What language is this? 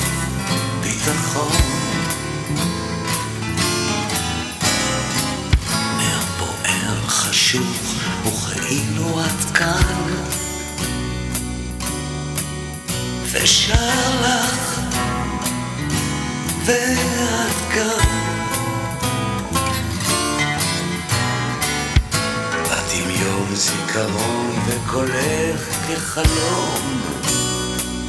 Hebrew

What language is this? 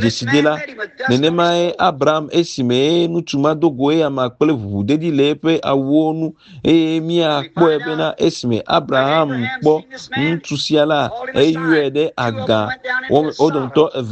Ewe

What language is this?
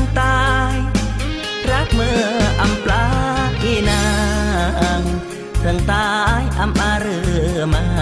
Khmu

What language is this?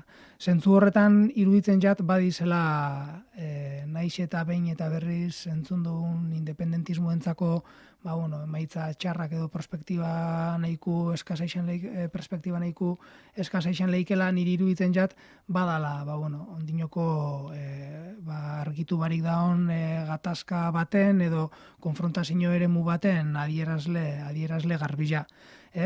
Basque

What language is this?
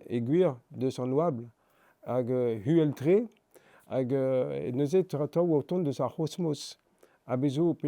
Breton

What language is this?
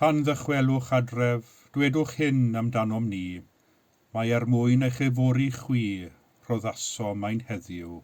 Welsh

